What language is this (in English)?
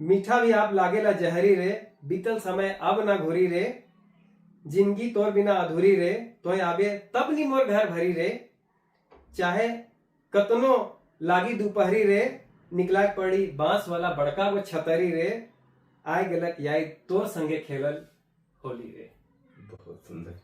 Sadri